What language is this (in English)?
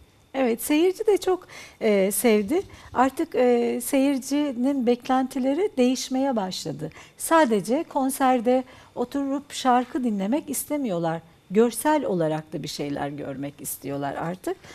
Turkish